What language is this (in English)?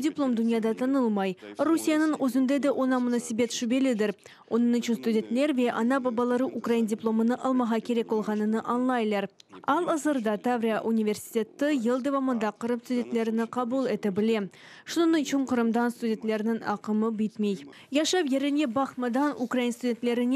Crimean Tatar